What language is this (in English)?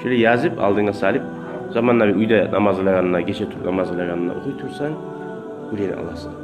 Kumyk